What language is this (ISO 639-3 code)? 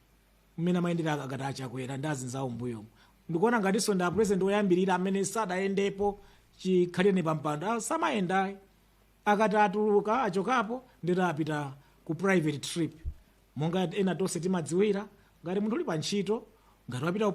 nya